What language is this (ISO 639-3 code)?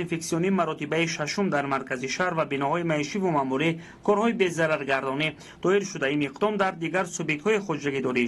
tgk